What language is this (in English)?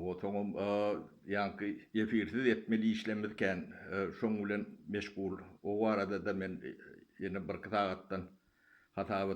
Turkmen